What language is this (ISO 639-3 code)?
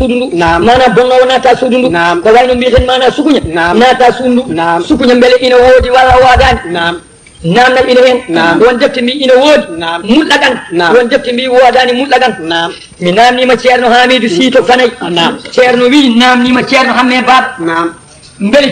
ful